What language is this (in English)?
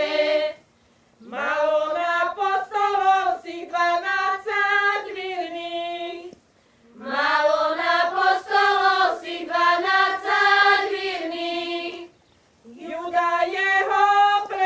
Slovak